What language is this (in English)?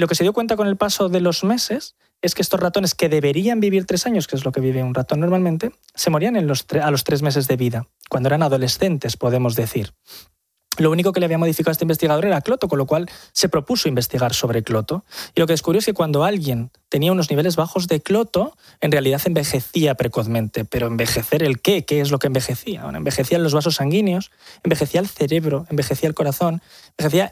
Spanish